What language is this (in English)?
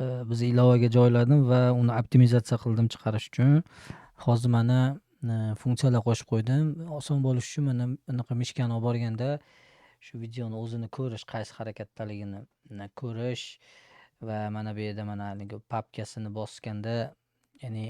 Uzbek